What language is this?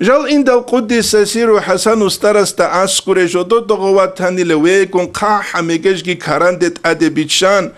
Avaric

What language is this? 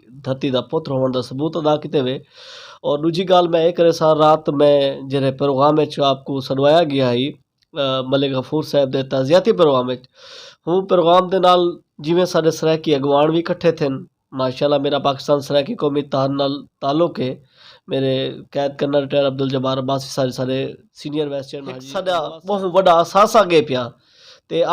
Saraiki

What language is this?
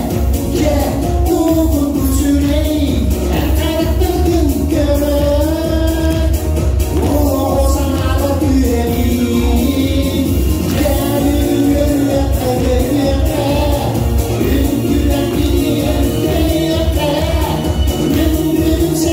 Yakut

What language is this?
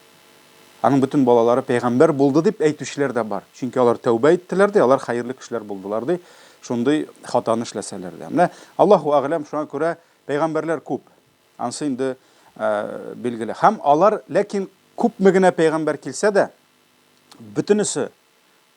Tatar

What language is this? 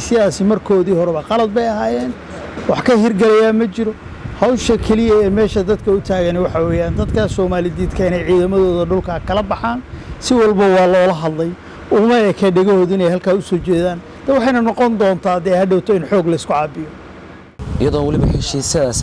Somali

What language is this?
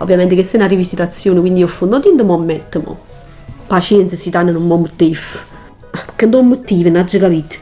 Neapolitan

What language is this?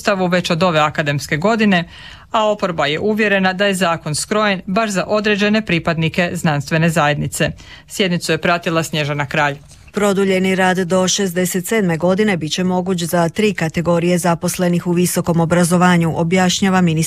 Croatian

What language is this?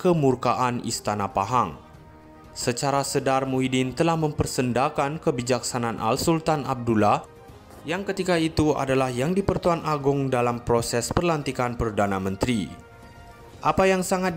Malay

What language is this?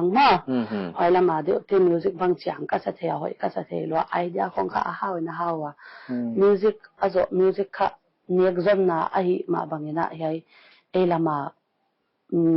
Paite Chin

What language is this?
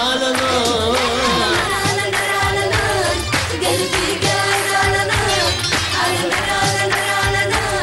Egyptian Arabic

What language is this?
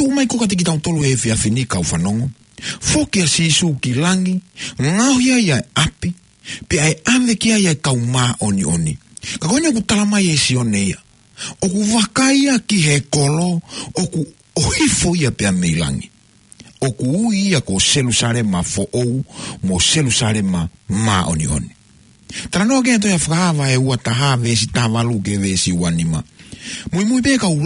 Tongan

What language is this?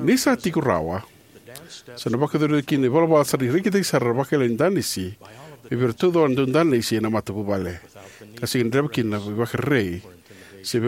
Fijian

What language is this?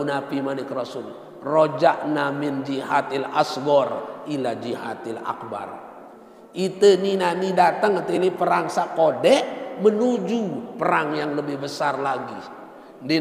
Sasak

